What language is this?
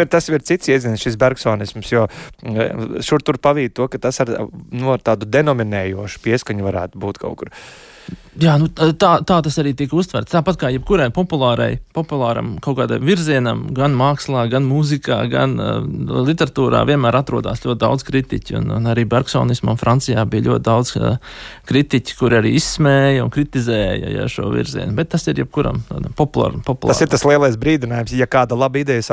Latvian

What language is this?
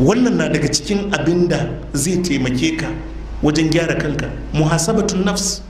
Hausa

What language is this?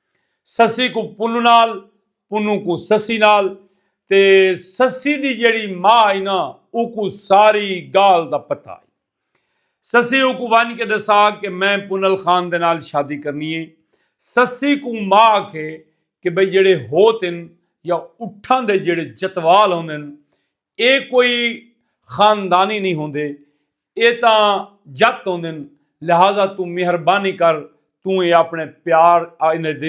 Saraiki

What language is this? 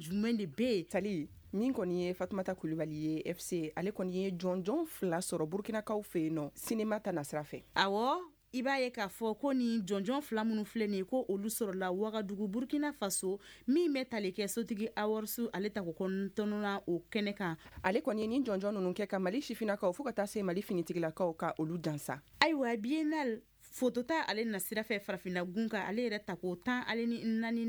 Bambara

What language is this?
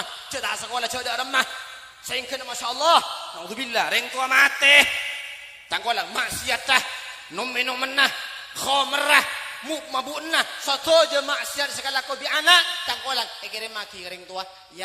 Madurese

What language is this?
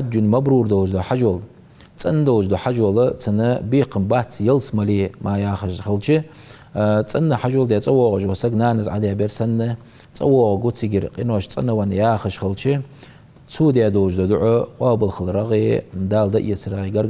Ingush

